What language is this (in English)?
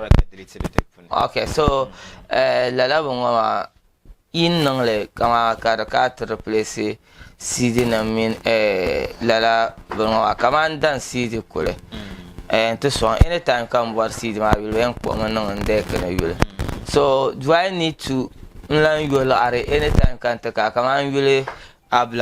Dagbani